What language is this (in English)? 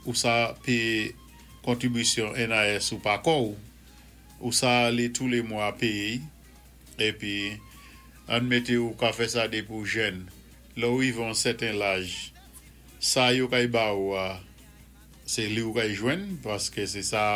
Saint Lucian Creole French